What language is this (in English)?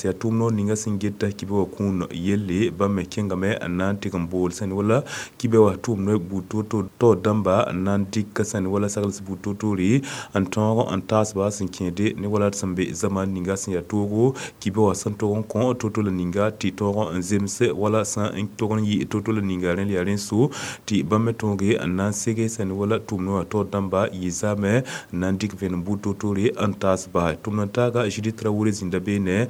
Mossi